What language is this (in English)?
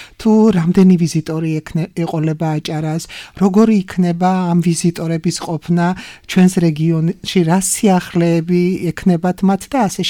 Georgian